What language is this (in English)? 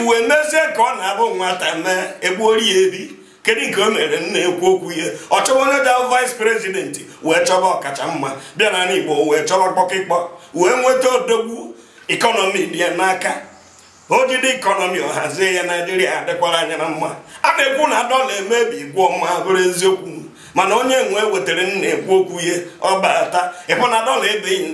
Igbo